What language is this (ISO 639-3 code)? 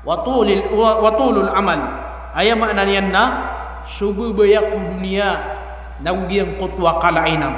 mrw